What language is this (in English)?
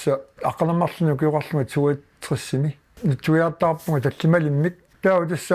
Kalaallisut